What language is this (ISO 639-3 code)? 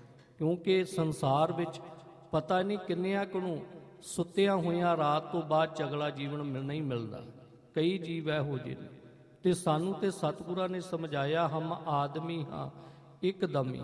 pan